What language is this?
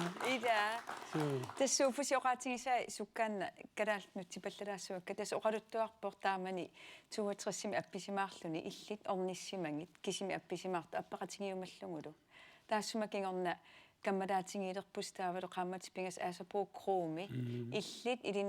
Kalaallisut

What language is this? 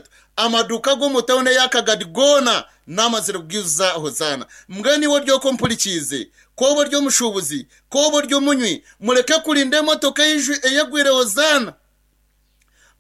Kinyarwanda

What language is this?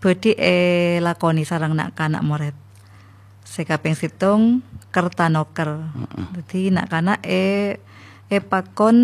Madurese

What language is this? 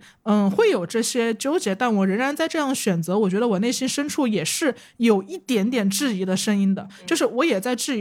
Chinese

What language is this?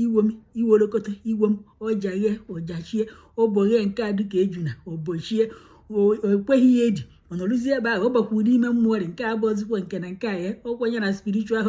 Igbo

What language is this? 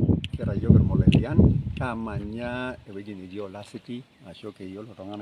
Masai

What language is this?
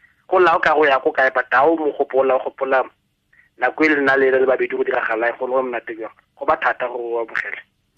Tswana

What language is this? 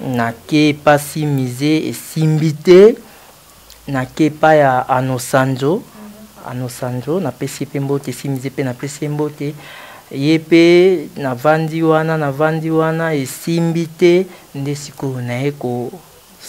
Lingala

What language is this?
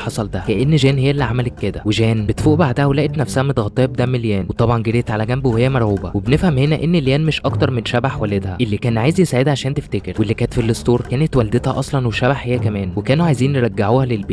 Egyptian Arabic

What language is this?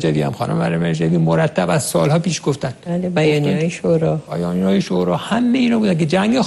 Persian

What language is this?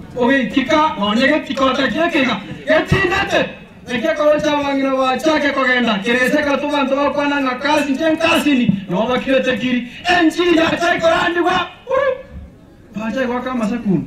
Gusii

